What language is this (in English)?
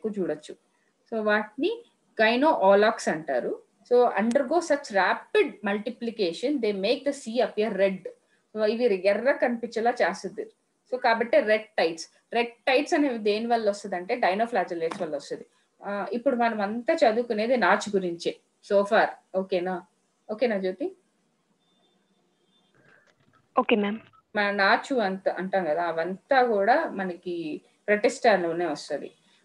Telugu